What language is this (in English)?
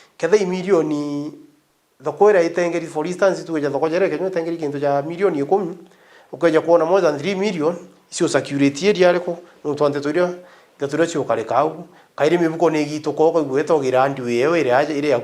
Meru